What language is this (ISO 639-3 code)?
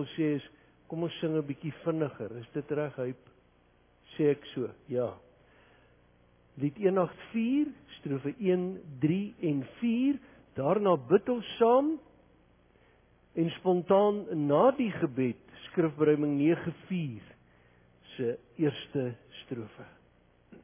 afr